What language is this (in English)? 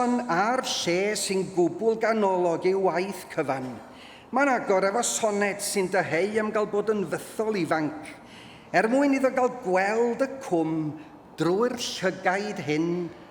Welsh